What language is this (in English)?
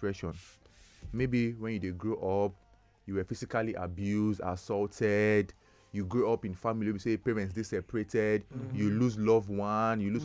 Nigerian Pidgin